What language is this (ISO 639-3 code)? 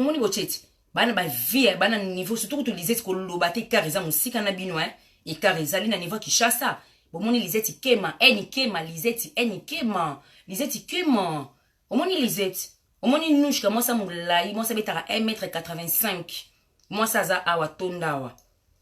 lin